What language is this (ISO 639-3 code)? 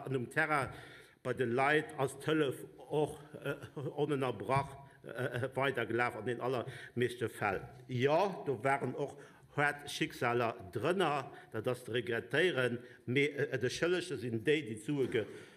ltz